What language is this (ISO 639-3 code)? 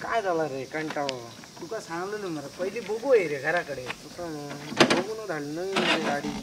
kok